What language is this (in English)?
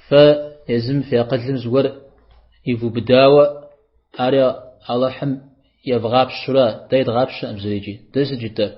Kabardian